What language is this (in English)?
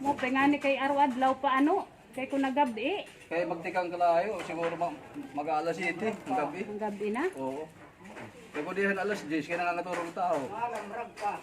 Waray